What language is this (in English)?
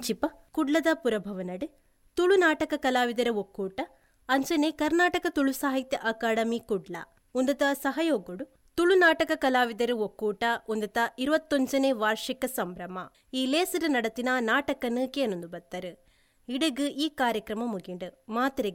Tulu